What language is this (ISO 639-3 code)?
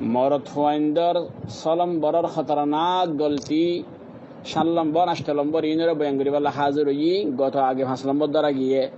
rhg